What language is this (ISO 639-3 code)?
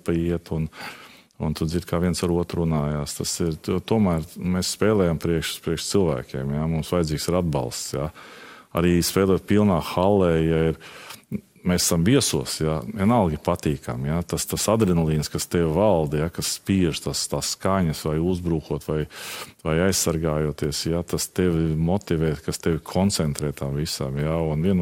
lav